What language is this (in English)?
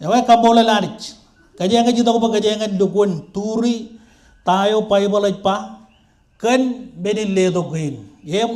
Marshallese